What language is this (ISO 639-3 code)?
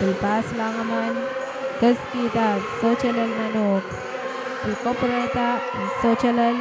pon